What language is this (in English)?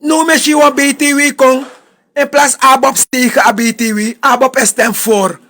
Sranan Tongo